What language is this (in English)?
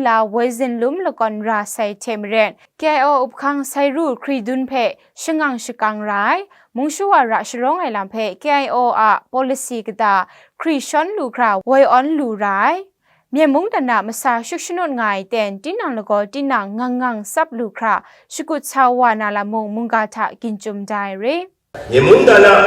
Kachin